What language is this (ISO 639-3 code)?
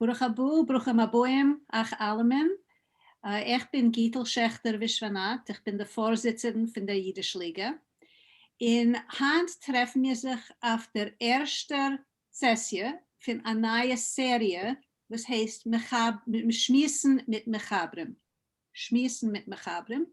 yid